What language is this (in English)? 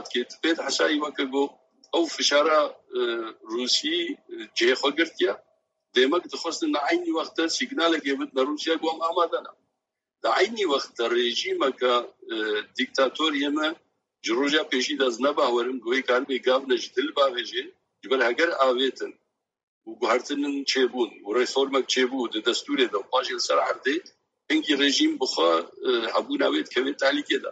Kurdish